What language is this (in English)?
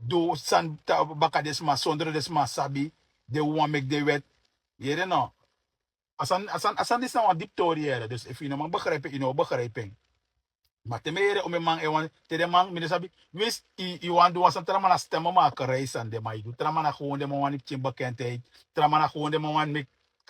Sranan Tongo